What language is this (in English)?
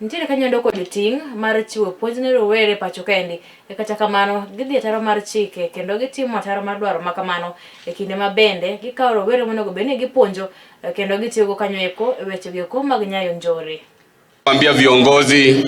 Luo (Kenya and Tanzania)